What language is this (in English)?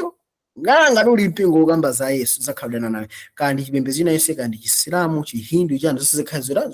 Nyanja